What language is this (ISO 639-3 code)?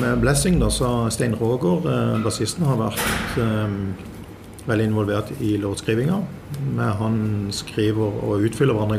nor